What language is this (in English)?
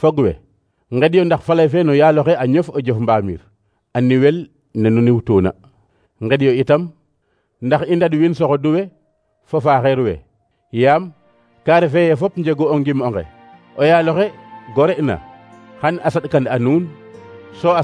Serer